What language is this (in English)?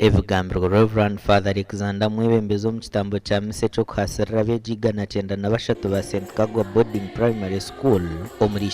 Nyankole